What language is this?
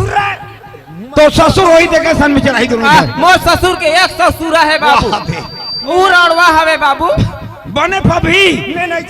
Chhattisgarhi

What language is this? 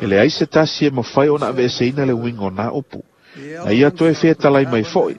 Samoan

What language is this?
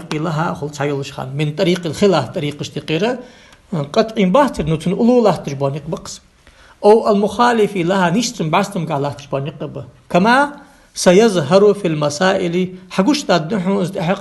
Ingush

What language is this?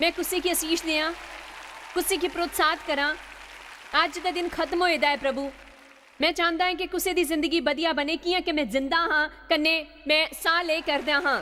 Dogri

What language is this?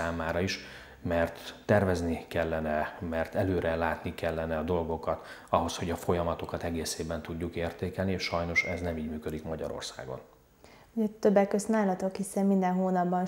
Hungarian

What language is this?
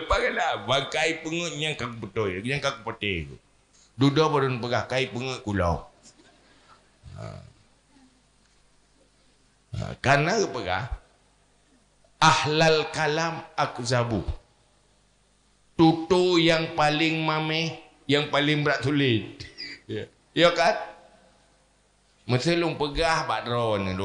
Achinese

